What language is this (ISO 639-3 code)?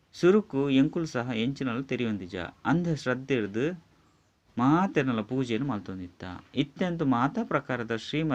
tcy